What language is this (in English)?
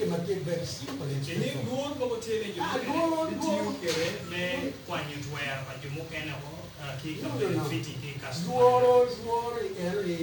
Acoli